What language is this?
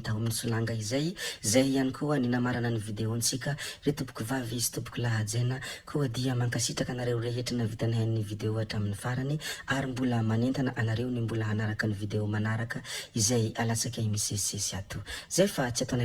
Malagasy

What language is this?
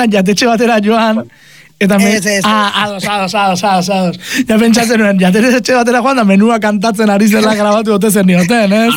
Basque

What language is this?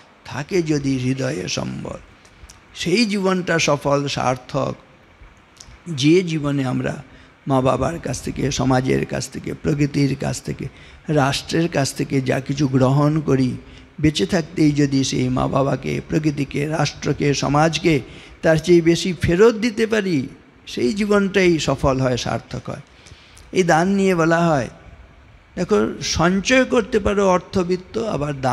Bangla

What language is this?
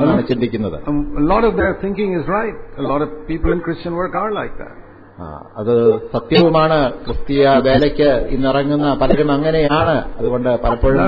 Malayalam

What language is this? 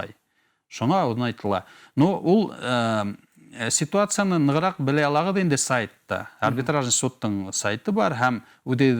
Bashkir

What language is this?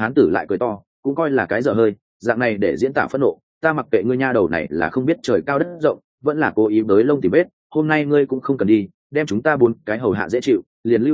Vietnamese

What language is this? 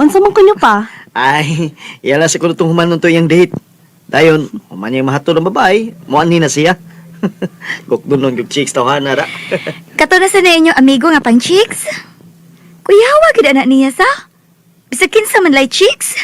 Cebuano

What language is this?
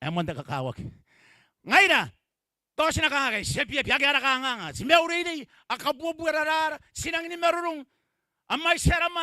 Gilbertese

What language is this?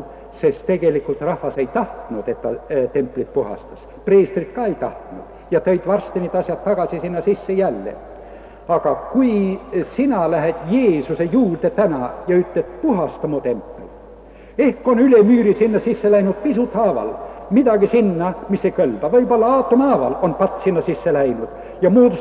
Estonian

